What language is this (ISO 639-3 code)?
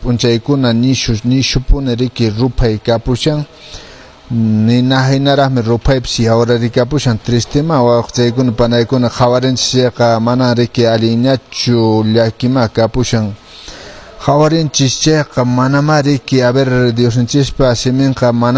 que